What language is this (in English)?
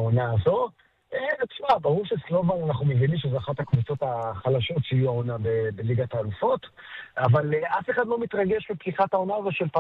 Hebrew